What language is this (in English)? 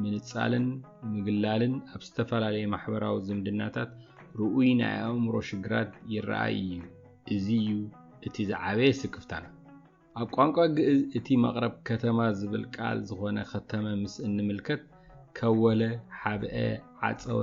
Tigrinya